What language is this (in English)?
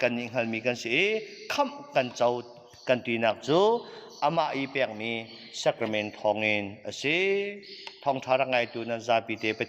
Hakha Chin